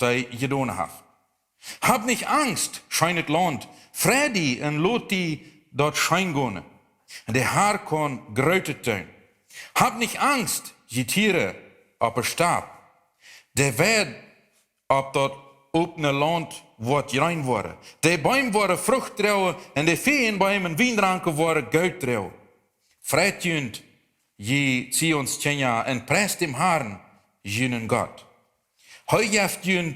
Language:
Plautdietsch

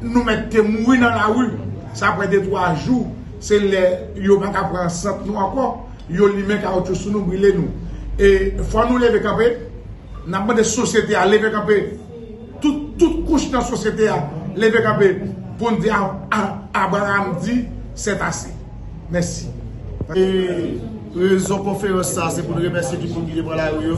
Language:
Haitian Creole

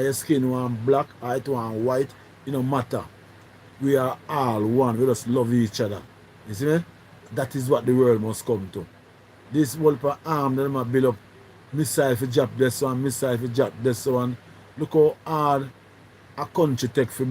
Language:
Jamaican Creole English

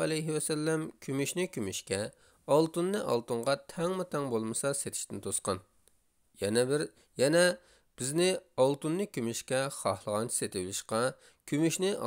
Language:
Uyghur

